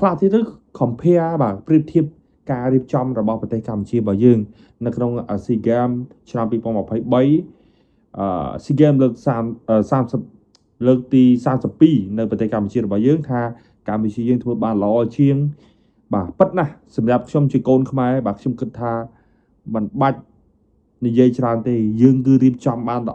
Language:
Khmer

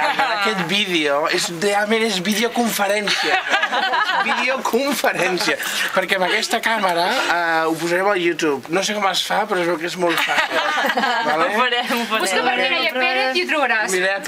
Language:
Catalan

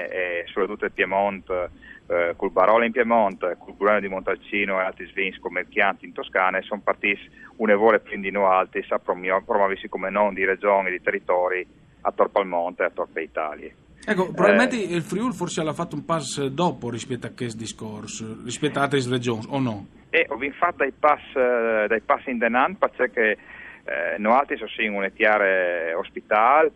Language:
Friulian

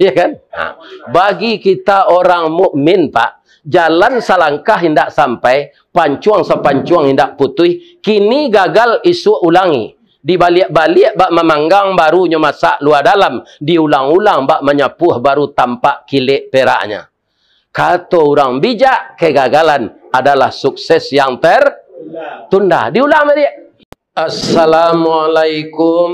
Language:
Minangkabau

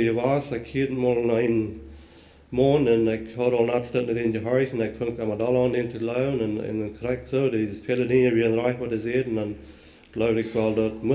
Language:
Plautdietsch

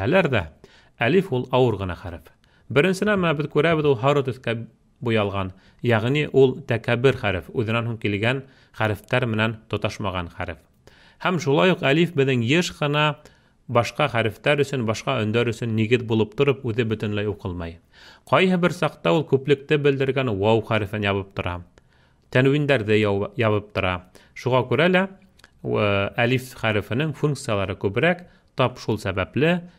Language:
Bashkir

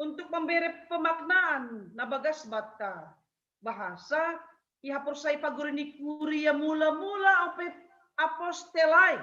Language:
Batak Simalungun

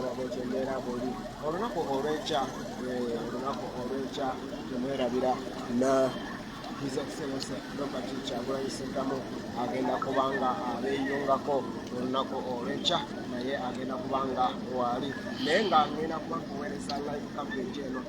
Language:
Ganda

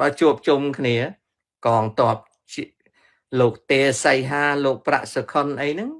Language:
Khmer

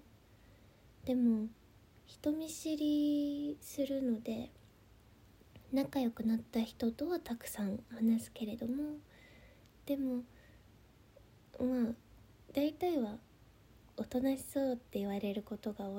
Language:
Japanese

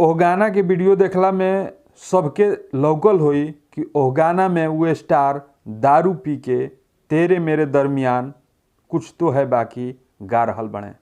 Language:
Bhojpuri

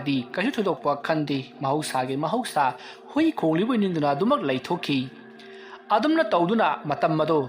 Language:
Manipuri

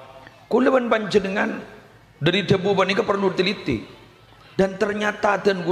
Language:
Madurese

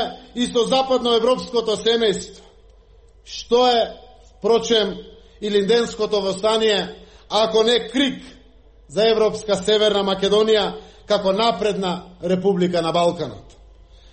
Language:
Macedonian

